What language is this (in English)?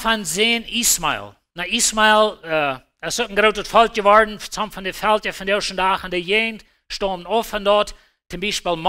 Plautdietsch